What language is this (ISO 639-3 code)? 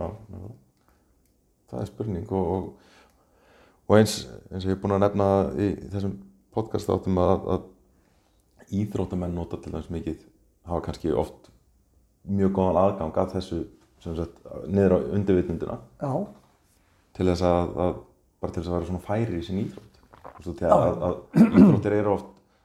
isl